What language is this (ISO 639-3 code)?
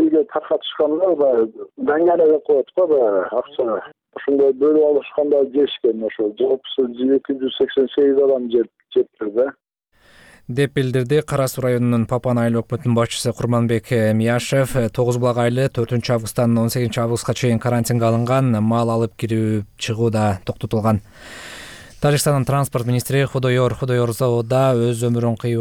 kir